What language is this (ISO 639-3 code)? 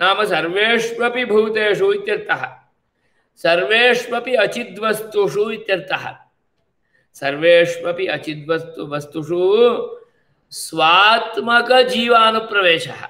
san